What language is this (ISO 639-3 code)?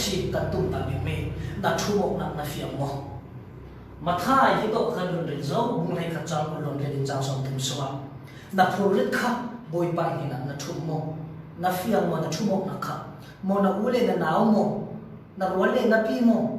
cfm